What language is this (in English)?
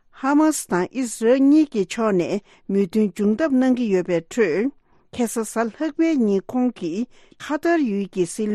Tibetan